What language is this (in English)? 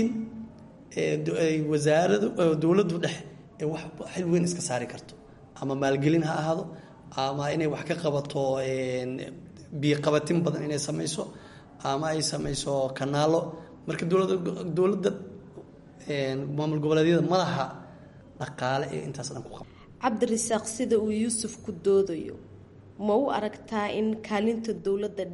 Somali